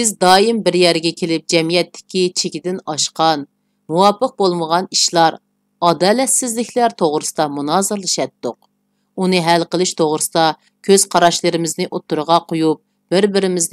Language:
Uyghur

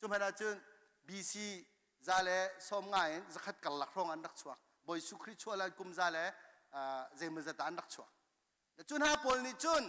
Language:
Hakha Chin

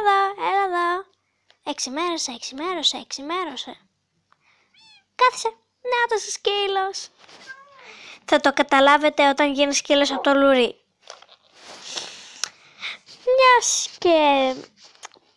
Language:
Greek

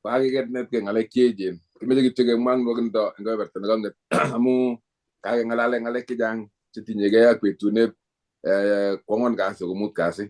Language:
Kalenjin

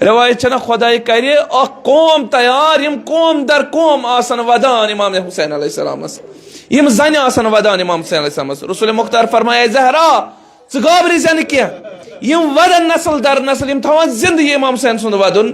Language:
Kashmiri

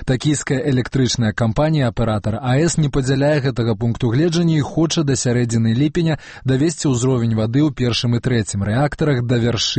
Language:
Belarusian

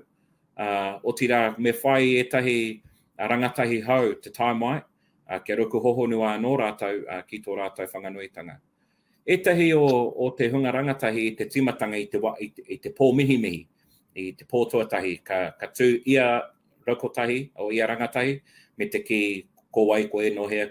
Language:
Māori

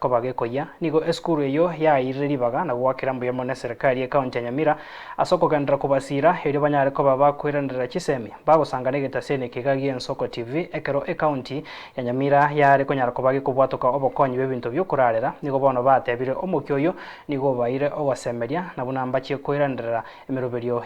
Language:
Gusii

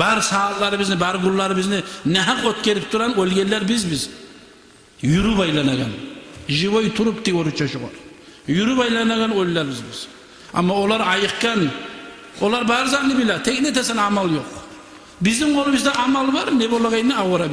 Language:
Kumyk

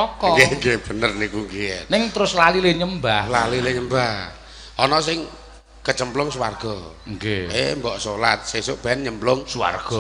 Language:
Javanese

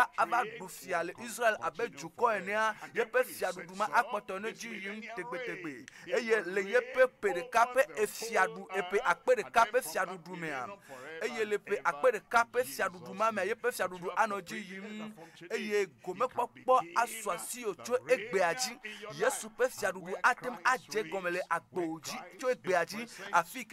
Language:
Ewe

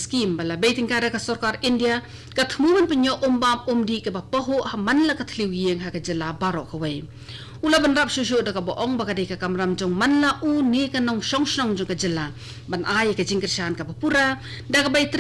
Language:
Khasi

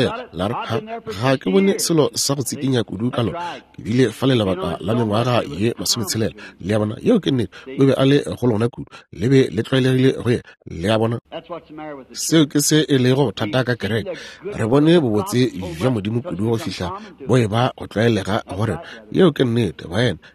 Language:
Northern Sotho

